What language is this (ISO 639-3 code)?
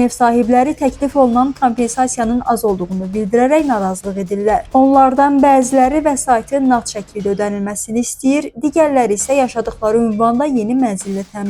aze